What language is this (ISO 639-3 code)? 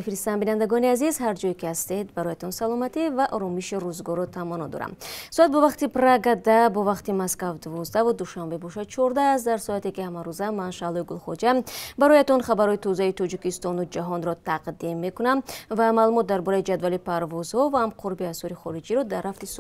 tgk